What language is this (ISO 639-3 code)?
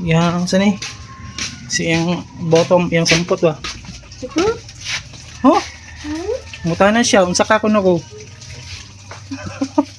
ceb